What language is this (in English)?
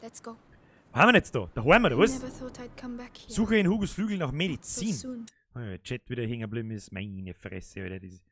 Bavarian